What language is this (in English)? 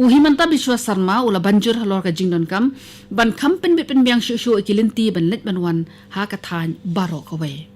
Khasi